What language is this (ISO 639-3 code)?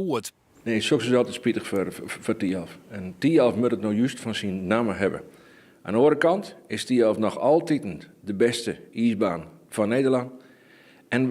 fry